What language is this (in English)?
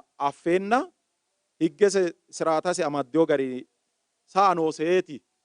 Sidamo